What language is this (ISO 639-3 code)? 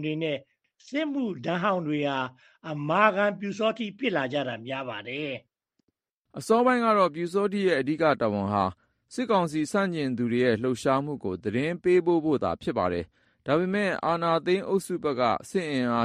mya